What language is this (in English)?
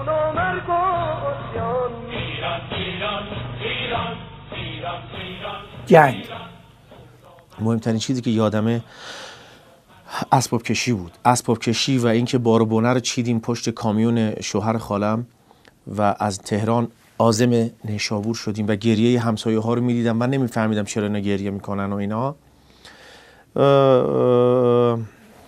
Persian